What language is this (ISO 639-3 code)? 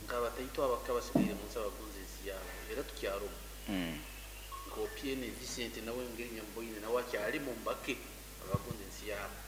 nyo